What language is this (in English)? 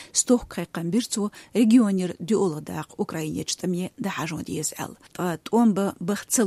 Chechen